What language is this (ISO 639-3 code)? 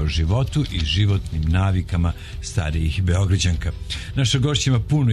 srp